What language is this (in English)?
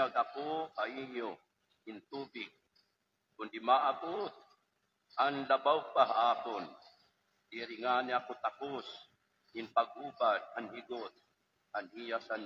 Waray